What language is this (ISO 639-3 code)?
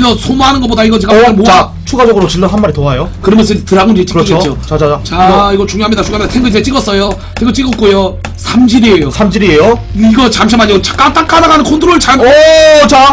kor